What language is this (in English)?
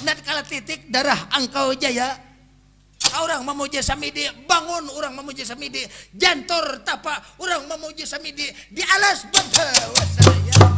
Banjar